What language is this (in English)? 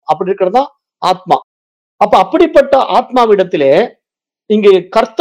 Tamil